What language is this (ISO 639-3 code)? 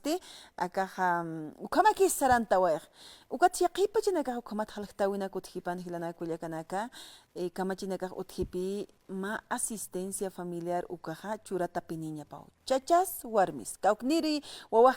aym